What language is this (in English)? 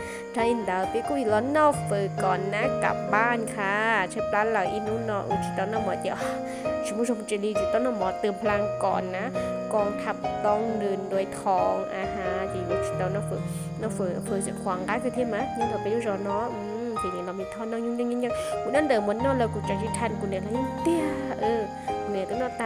Hmong